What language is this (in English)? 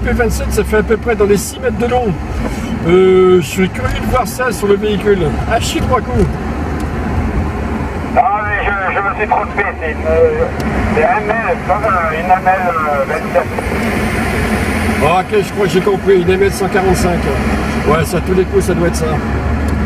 French